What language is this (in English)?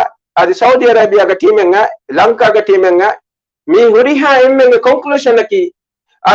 Divehi